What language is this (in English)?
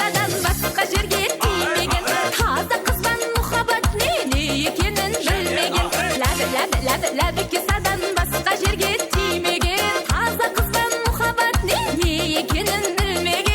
Kara-Kalpak